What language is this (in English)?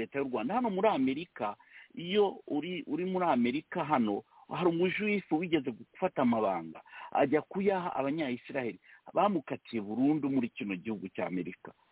Kinyarwanda